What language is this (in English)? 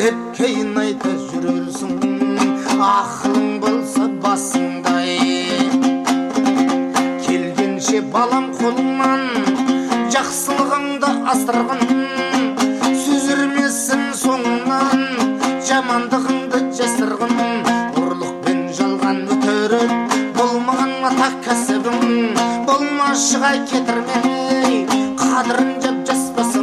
Kazakh